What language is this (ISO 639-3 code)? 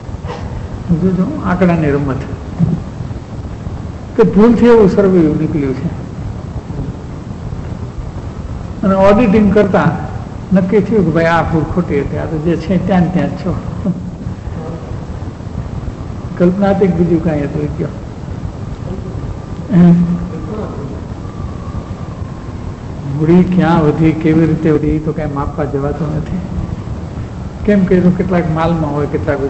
guj